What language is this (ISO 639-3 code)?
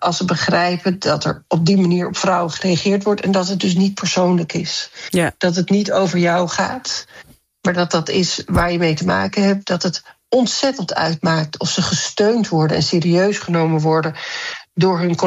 nld